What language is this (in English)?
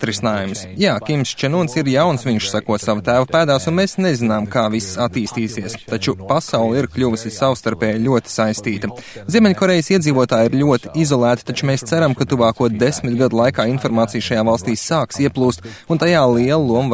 Latvian